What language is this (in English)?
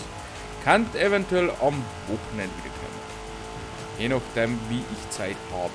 Bavarian